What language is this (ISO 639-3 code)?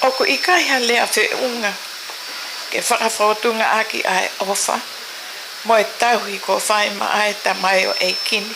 ton